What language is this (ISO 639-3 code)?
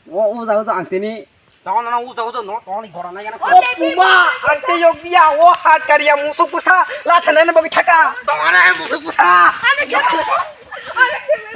trp